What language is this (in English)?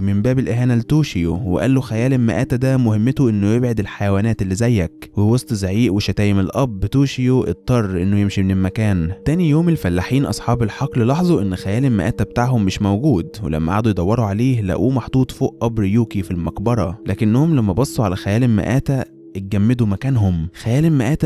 Egyptian Arabic